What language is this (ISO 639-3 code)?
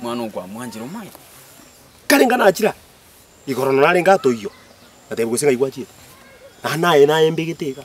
guz